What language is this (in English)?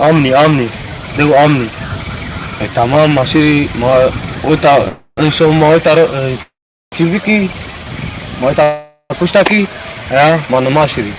Zaza